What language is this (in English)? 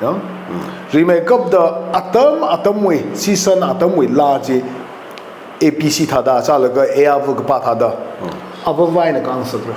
Tangkhul Naga (India)